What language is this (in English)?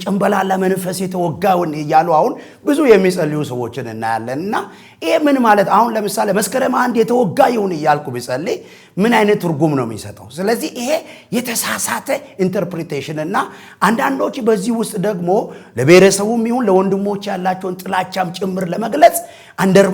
Amharic